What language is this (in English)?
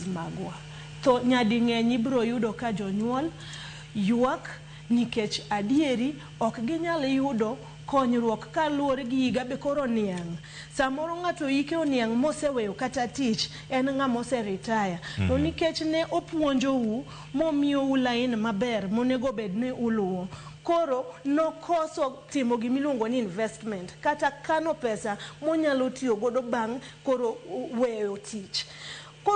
Luo (Kenya and Tanzania)